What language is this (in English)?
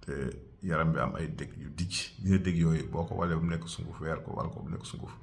Wolof